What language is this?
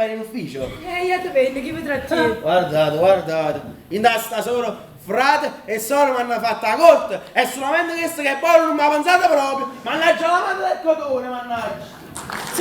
Neapolitan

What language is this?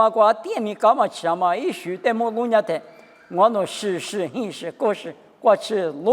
Lisu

